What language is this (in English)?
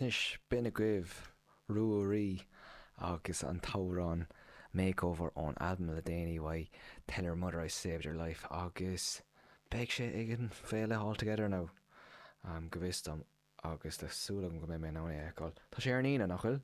Irish